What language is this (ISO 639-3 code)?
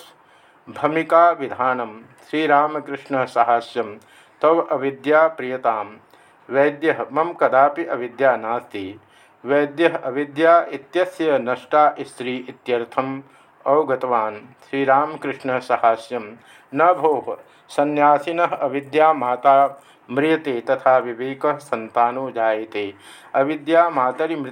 san